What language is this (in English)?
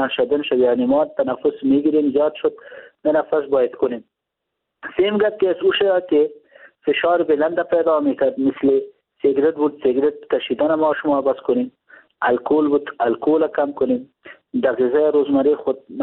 Persian